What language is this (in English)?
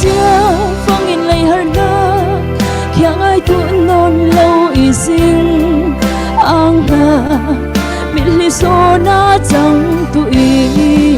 Falam Chin